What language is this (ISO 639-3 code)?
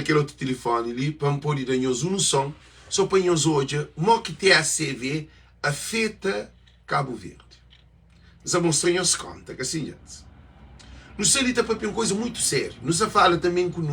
kea